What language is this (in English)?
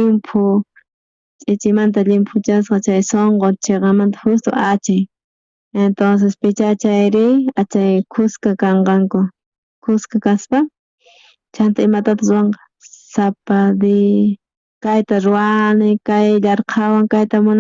South Bolivian Quechua